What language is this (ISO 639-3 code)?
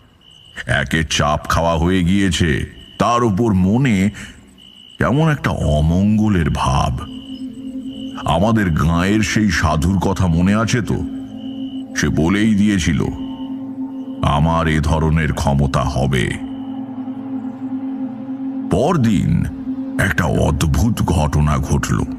ben